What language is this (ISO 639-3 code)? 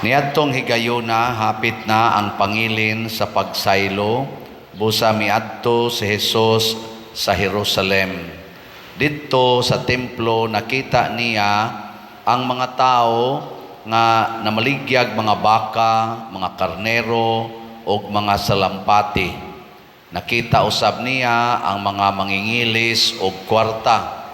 ceb